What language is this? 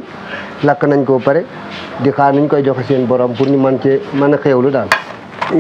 Wolof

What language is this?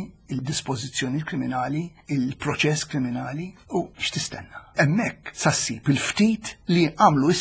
Maltese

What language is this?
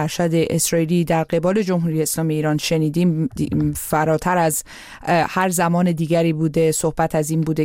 Persian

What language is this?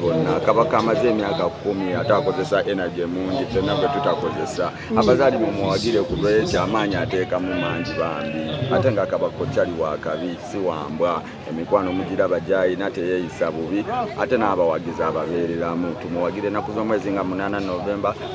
Ganda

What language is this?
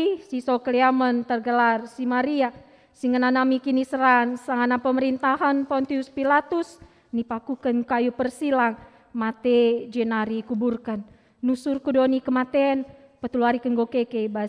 Batak Karo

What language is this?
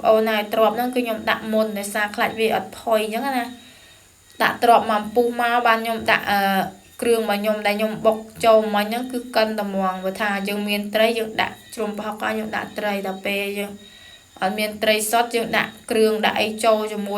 Khmer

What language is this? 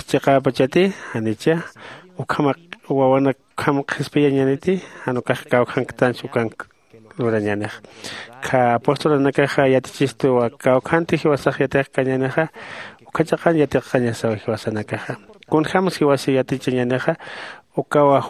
Aymara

